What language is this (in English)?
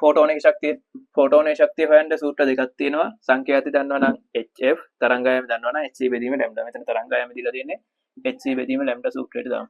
Sinhala